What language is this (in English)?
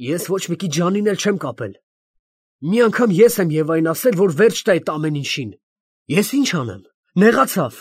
Armenian